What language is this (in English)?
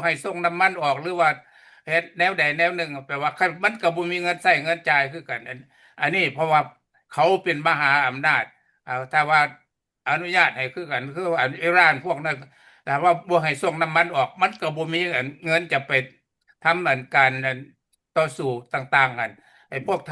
Lao